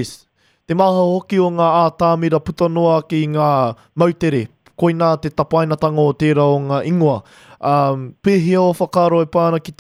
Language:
Māori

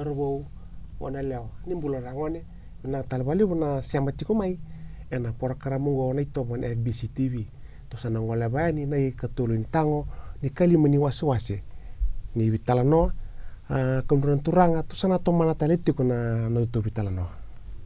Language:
Fijian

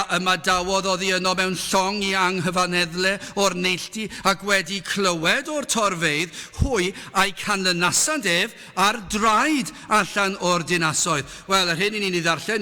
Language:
Welsh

